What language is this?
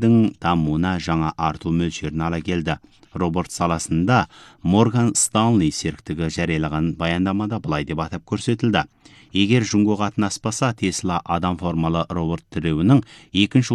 Kazakh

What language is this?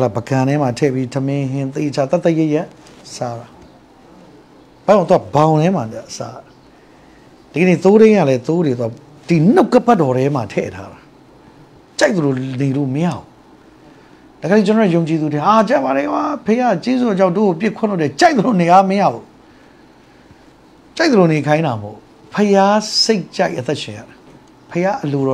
Burmese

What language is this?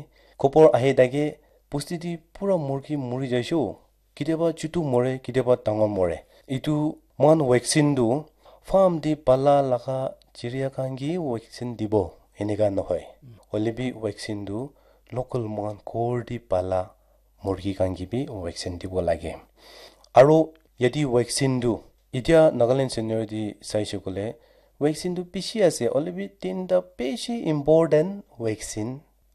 Naga Pidgin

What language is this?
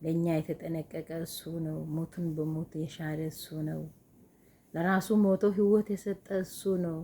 Amharic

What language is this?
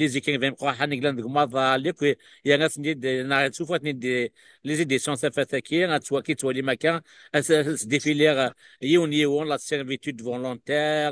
Kabyle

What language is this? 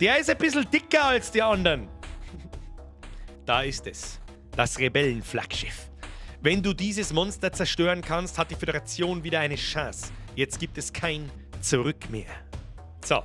Bavarian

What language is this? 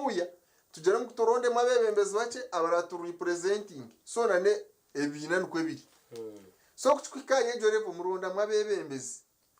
Nyankole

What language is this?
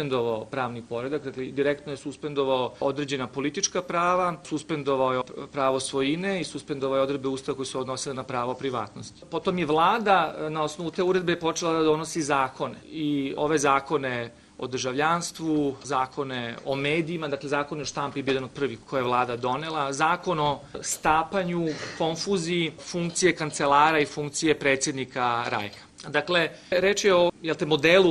Serbian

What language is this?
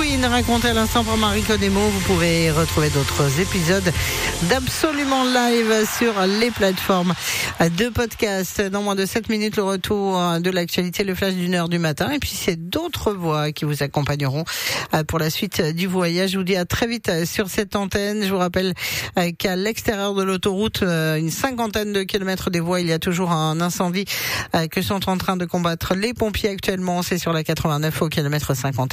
French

